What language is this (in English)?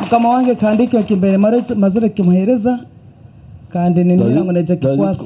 Nyankole